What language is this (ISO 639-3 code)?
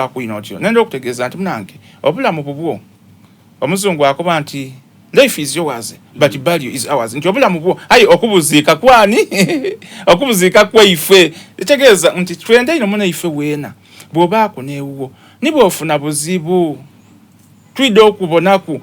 xog